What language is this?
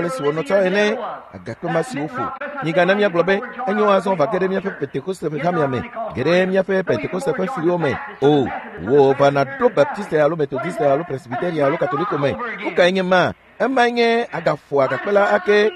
Ewe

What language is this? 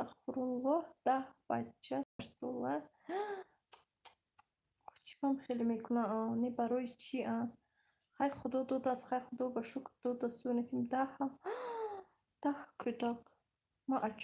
Tajik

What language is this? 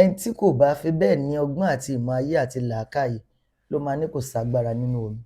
Yoruba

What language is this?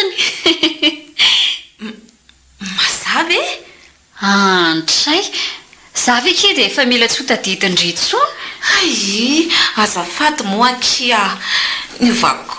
Malagasy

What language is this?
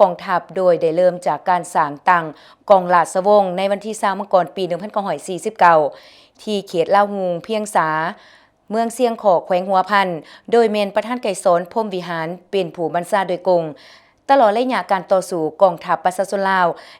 Lao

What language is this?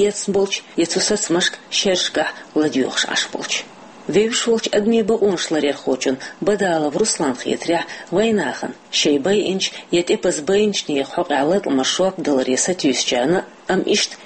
Chechen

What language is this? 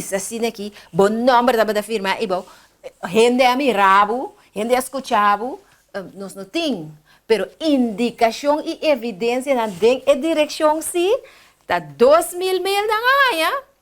Papiamento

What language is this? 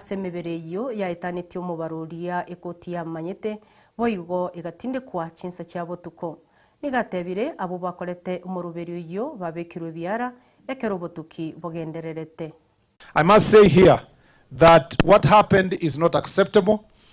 Gusii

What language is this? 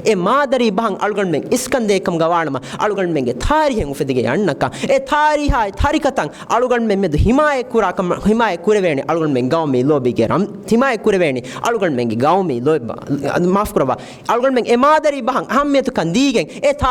Divehi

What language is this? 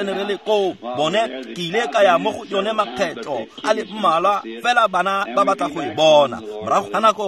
Tswana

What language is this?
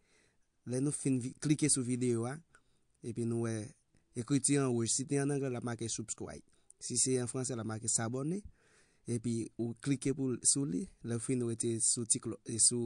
Haitian Creole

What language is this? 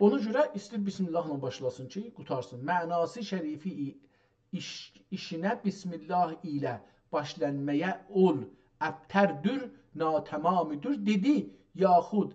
South Azerbaijani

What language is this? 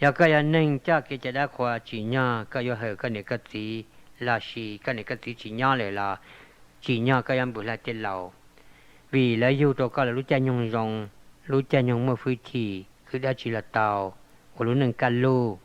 Hmong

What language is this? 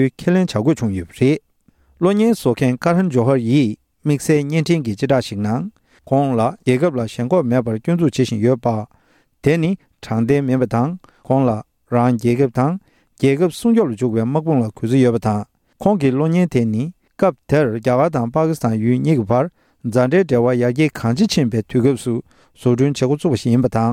Tibetan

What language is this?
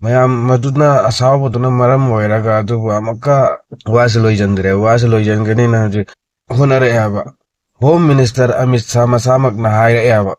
Manipuri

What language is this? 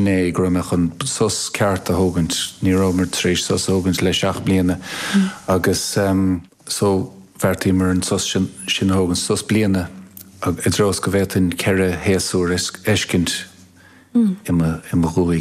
Irish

